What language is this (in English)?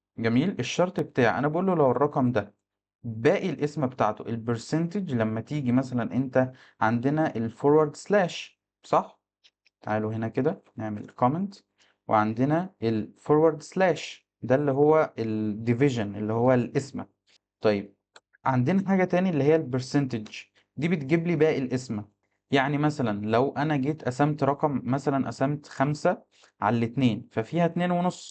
Egyptian Arabic